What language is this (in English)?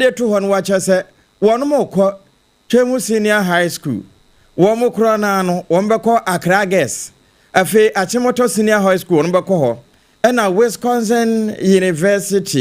Akan